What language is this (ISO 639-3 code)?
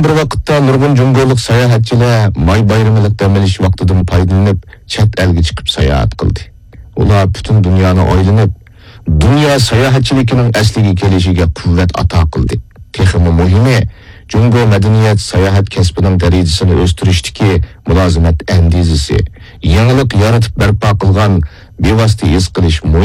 uig